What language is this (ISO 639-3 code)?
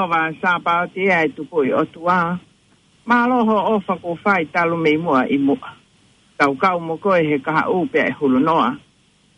ton